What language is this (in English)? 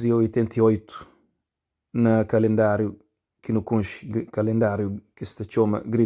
Kabuverdianu